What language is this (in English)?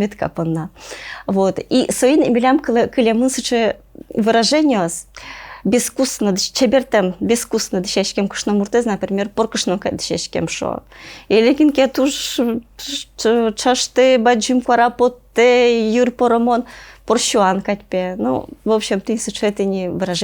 Udmurt